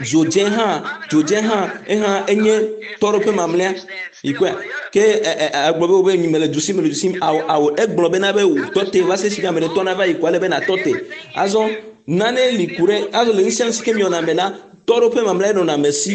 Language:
Ewe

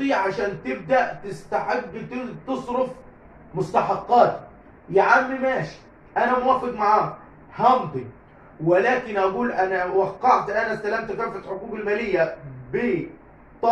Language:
Egyptian Arabic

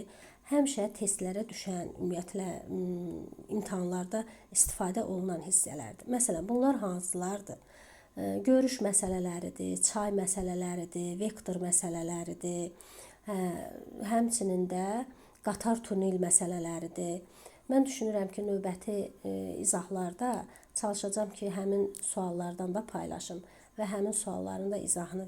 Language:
Azerbaijani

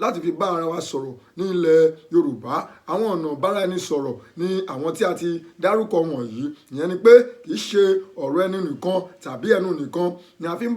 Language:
Yoruba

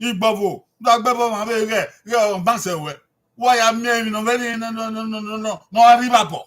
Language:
Bini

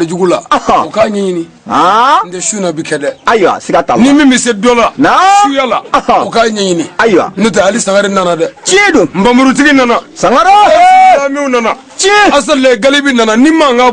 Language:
Bambara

